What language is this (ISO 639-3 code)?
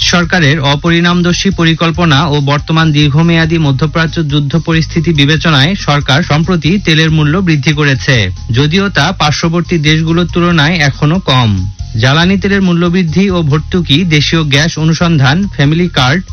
ben